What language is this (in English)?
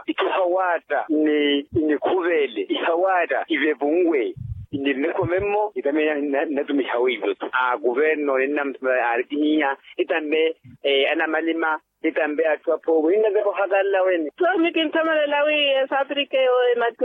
Makhuwa